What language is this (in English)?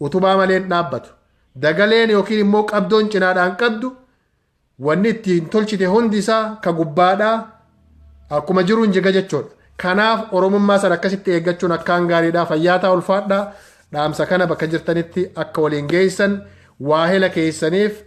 Oromo